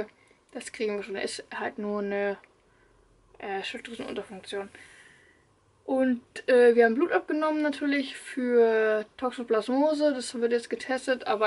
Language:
German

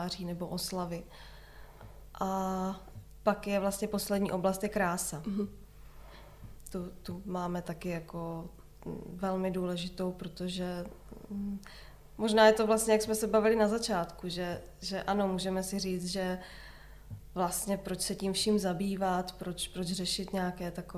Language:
Czech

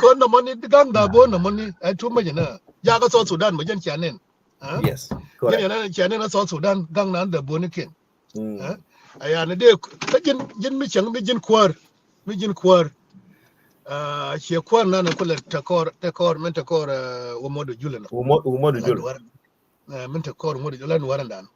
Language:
Nuer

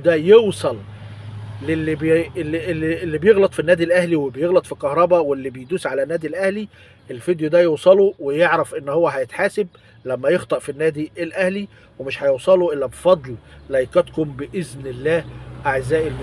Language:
Egyptian Arabic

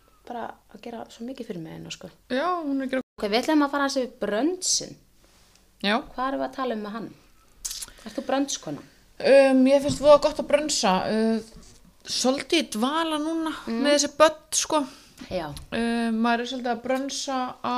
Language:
Icelandic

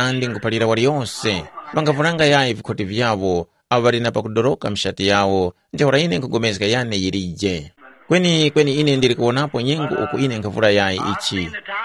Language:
Tumbuka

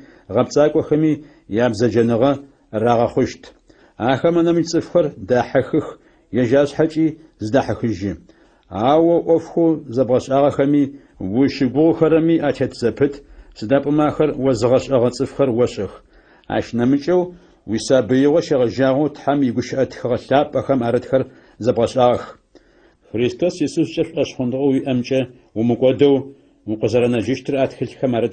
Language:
Adyghe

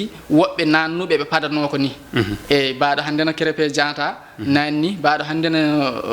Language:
Fula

